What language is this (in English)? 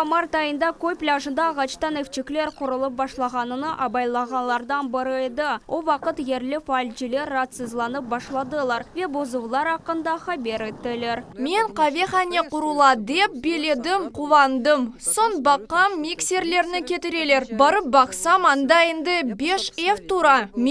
Crimean Tatar